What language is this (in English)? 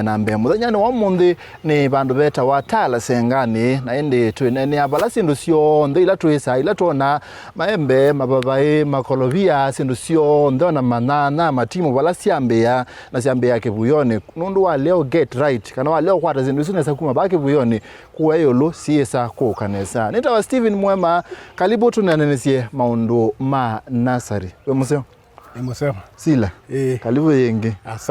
Kamba